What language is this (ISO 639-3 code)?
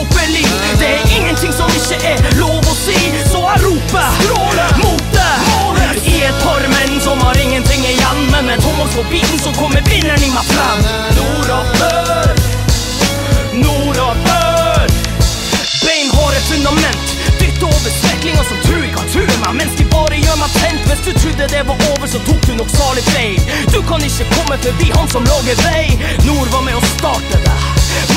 nor